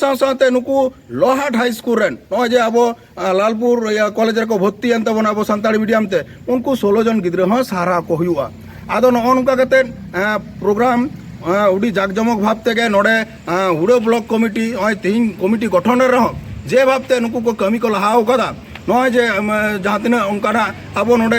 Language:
Santali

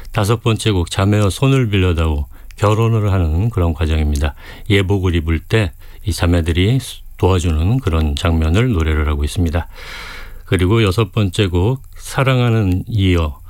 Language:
Korean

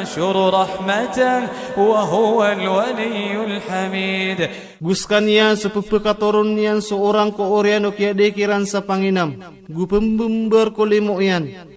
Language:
Maranao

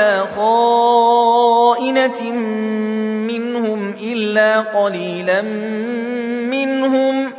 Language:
Arabic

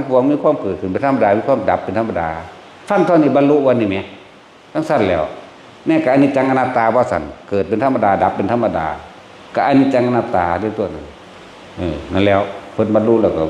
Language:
Northeastern Thai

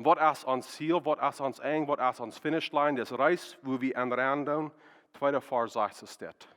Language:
Plautdietsch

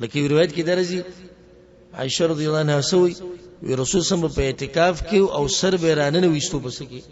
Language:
Pashto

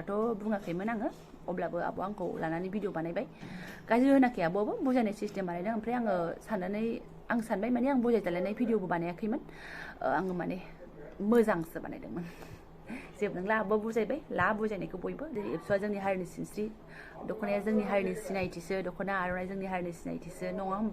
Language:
Bodo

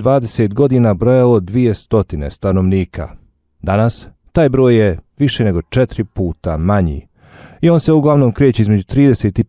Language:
Bosnian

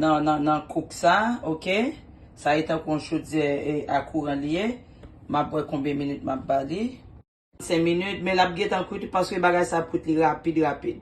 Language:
Haitian Creole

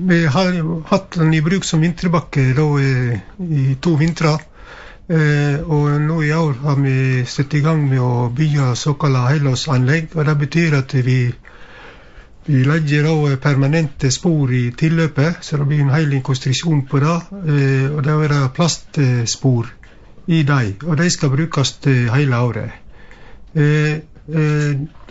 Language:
Norwegian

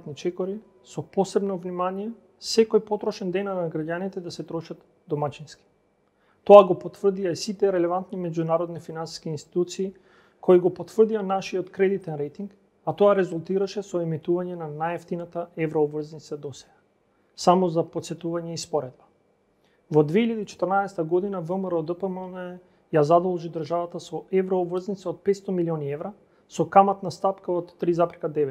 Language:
Macedonian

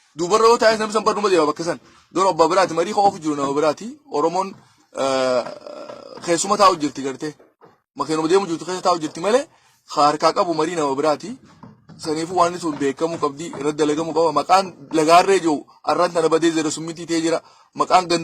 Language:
Oromo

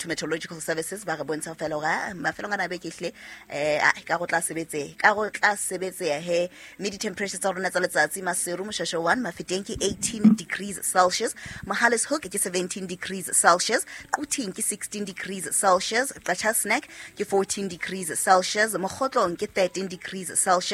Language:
Southern Sotho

